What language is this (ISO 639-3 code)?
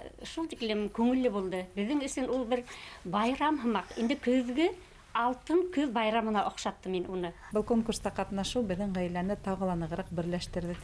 bak